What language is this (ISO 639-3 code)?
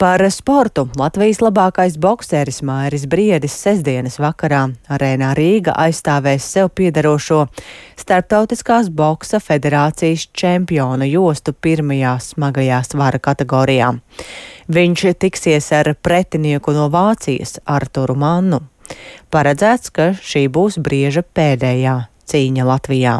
lav